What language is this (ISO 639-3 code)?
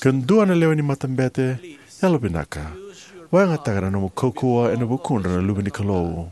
fij